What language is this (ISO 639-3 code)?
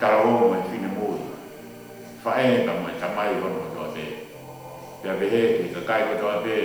ton